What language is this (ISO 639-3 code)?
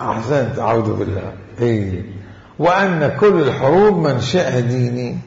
acm